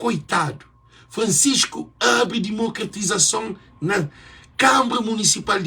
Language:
Kabuverdianu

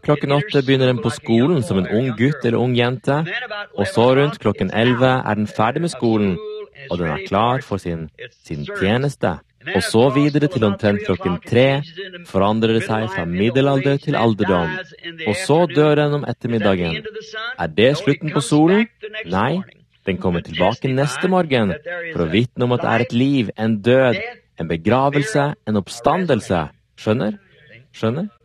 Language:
Norwegian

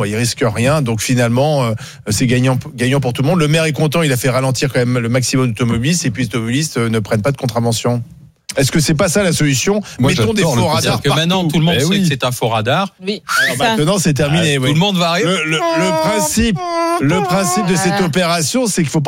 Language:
French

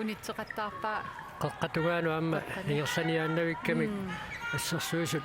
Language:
Kalaallisut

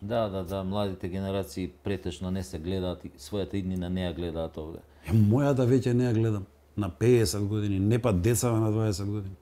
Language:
Macedonian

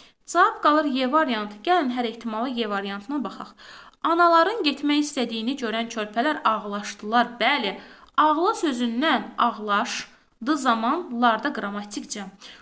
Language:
Azerbaijani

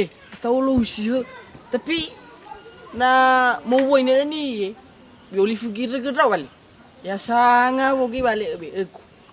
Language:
Nias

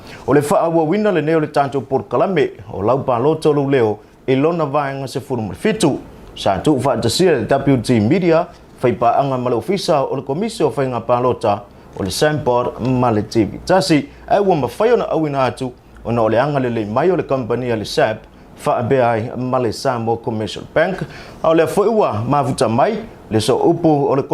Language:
Samoan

